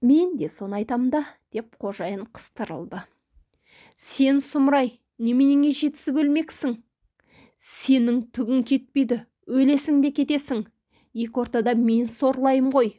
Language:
Kazakh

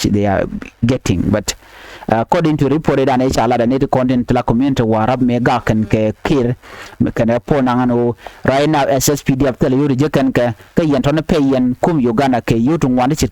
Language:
Nuer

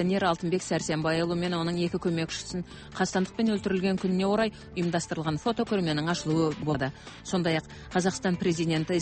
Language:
Kazakh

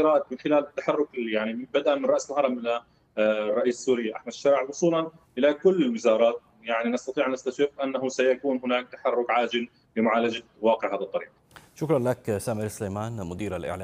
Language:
Arabic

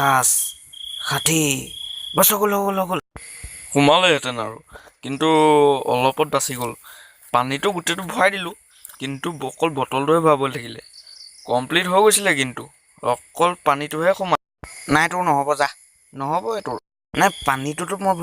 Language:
Assamese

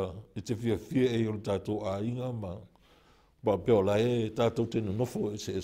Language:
Samoan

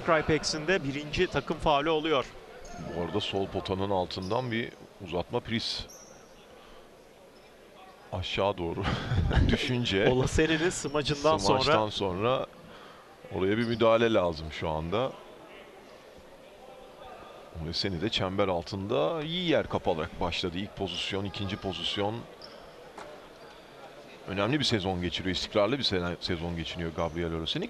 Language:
Turkish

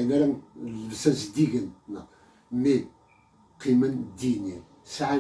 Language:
Kabyle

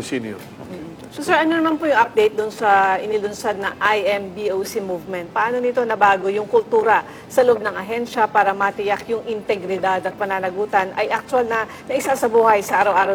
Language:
Filipino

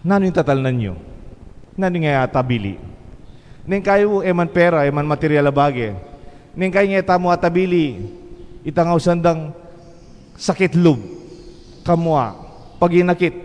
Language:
Pampanga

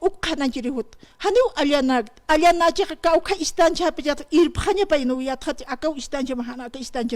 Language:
Aymara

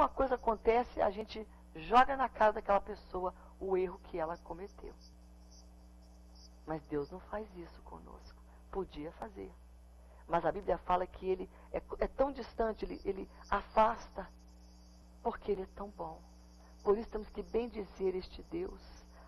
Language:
Portuguese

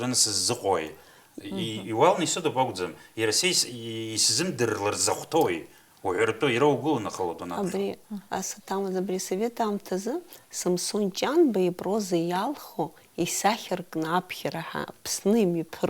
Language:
Abkhazian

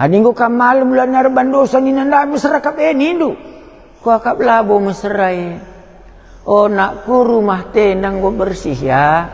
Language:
Batak Karo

